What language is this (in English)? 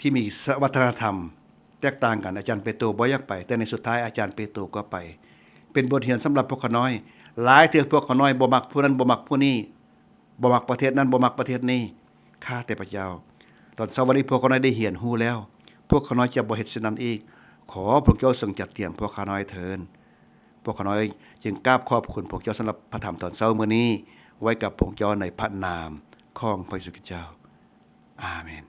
Lao